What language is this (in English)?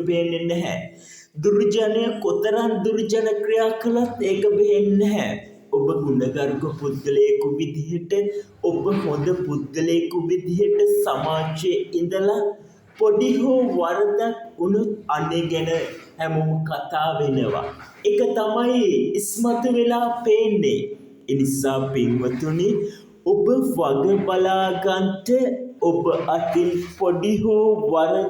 Sinhala